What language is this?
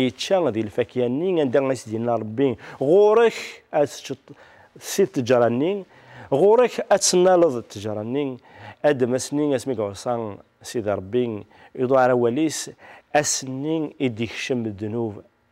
Kabyle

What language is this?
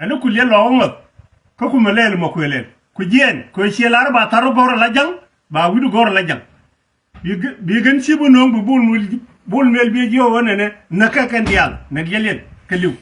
Nuer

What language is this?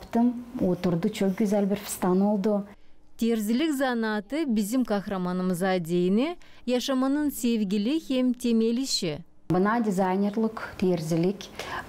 Gagauz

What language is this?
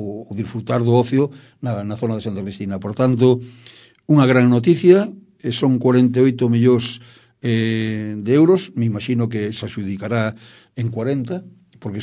Galician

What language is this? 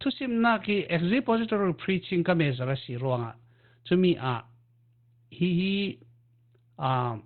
Falam Chin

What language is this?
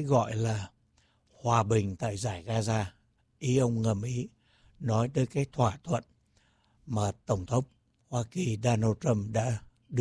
Vietnamese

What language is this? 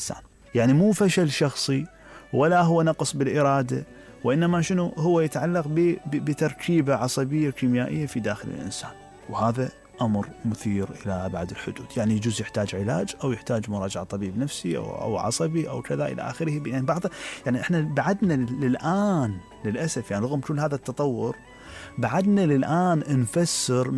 Mesopotamian Arabic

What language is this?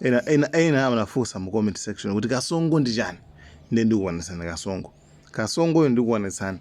Nyanja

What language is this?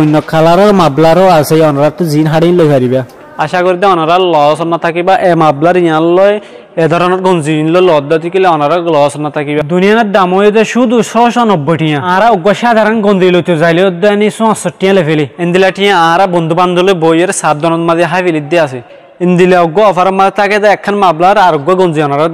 Rohingya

